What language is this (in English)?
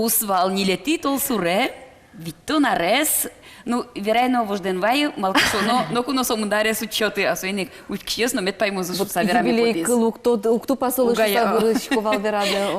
Udmurt